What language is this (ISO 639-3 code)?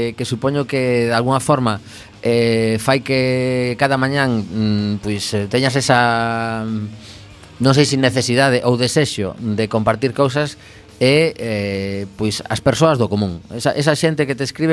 glg